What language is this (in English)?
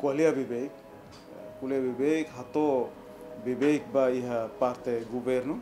Tetum